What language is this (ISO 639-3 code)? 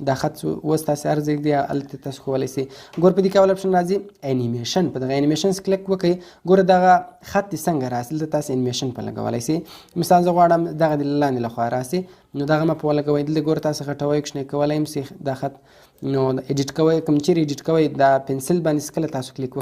pus